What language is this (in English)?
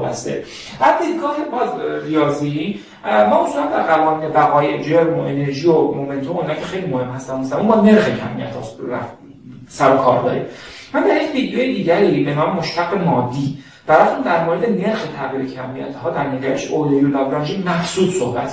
Persian